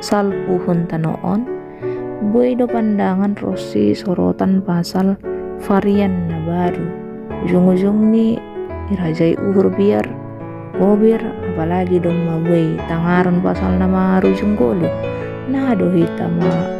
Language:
Batak Simalungun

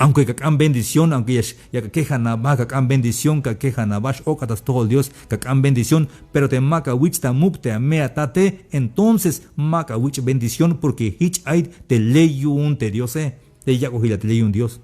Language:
Tzeltal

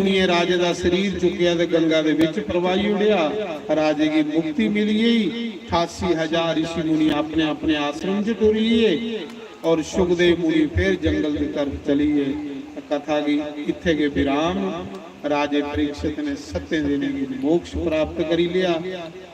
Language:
Dogri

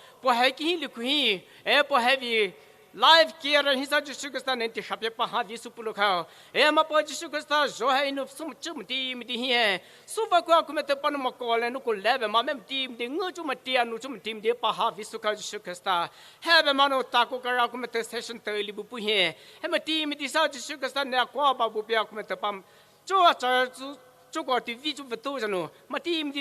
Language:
Poumei Naga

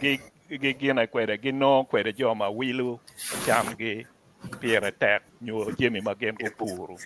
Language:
Acoli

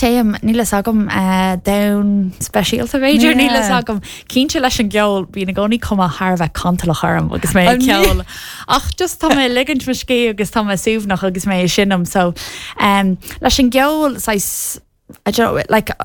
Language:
Irish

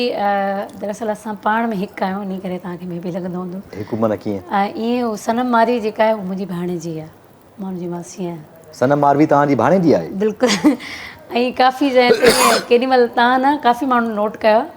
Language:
Sindhi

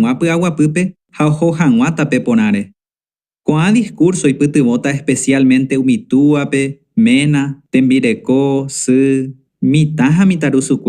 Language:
Guarani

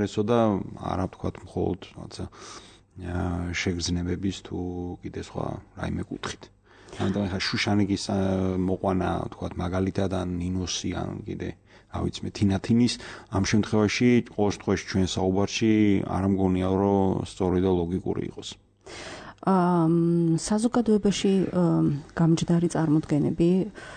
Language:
Georgian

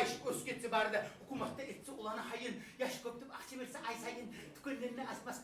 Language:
Kumyk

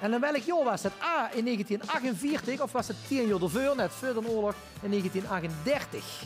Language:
Limburgish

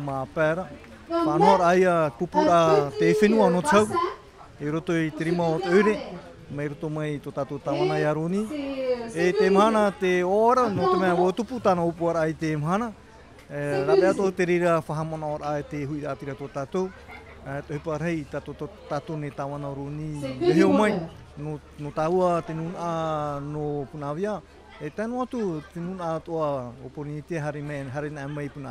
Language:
Tahitian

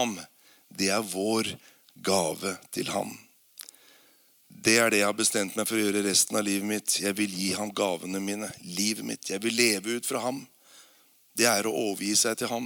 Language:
Norwegian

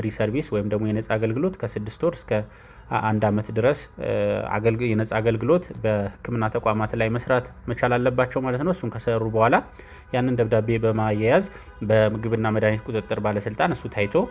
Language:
Amharic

